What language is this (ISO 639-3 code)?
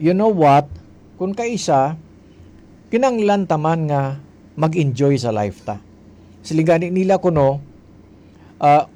hil